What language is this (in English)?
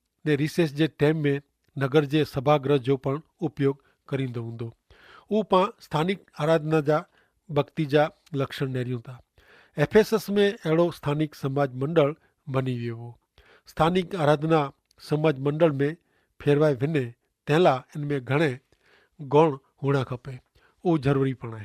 Kachhi